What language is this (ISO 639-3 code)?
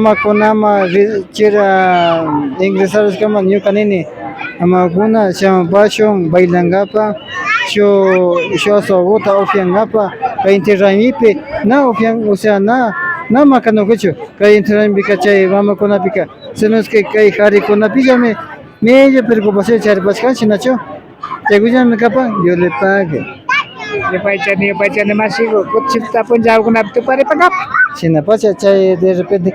qvi